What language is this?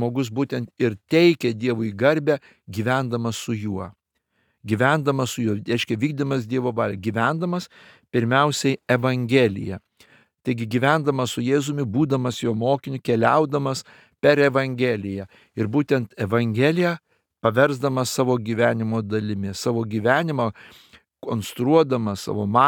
Lithuanian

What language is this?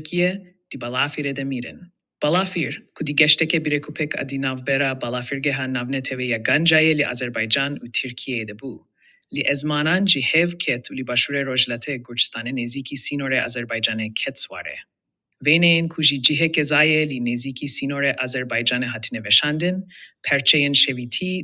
Kurdish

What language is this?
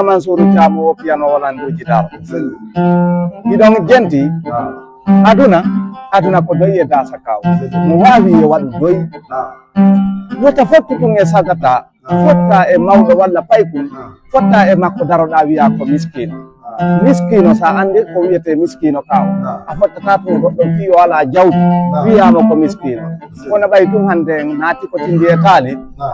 Fula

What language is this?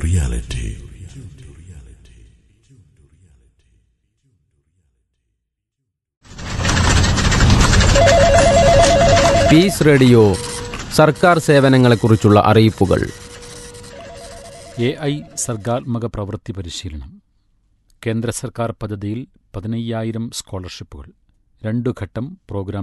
Malayalam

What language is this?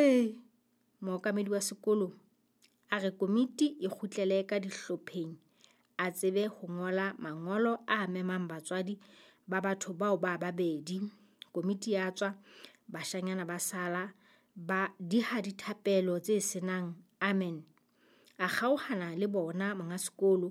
Southern Sotho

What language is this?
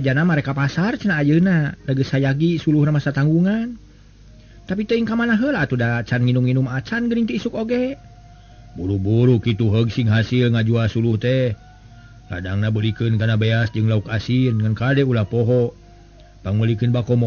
Sundanese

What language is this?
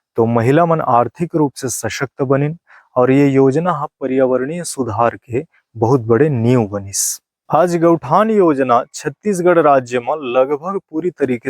Chhattisgarhi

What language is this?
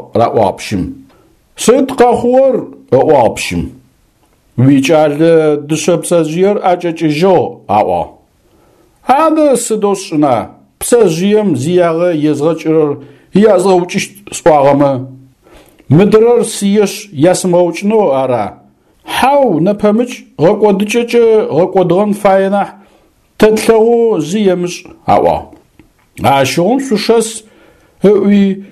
Adyghe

